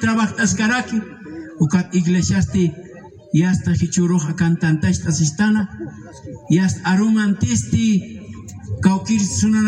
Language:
Aymara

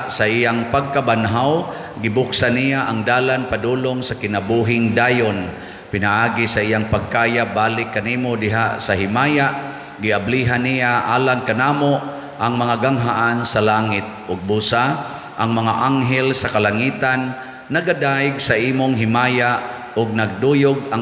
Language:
Cebuano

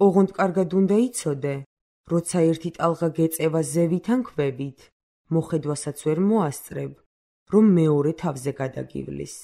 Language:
Georgian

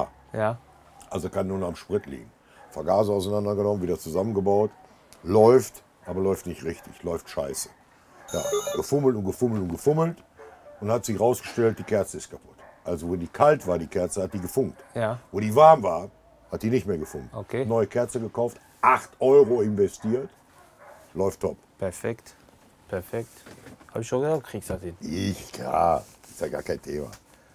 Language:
German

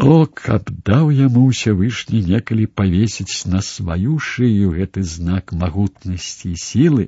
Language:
Belarusian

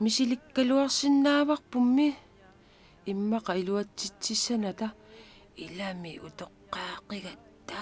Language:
Kalaallisut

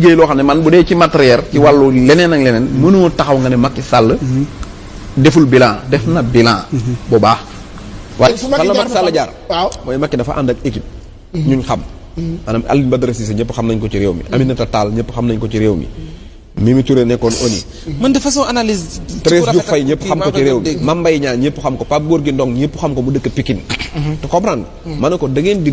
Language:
Wolof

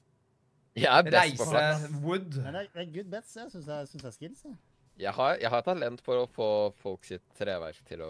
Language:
Norwegian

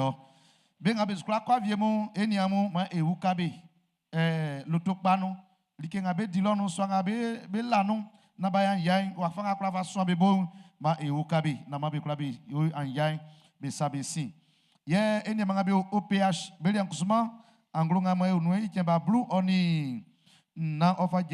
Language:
Baoulé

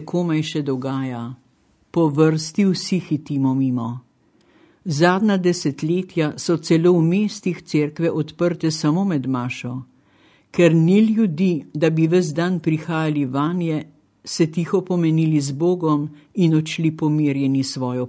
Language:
Slovenian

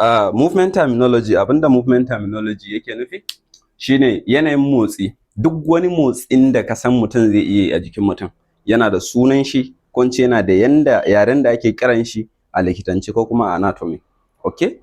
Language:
Hausa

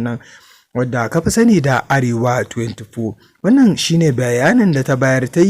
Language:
Hausa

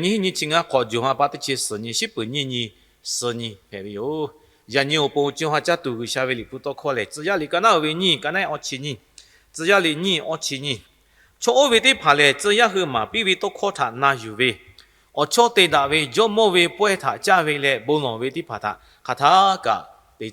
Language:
Lahu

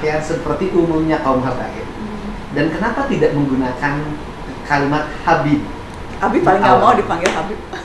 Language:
Indonesian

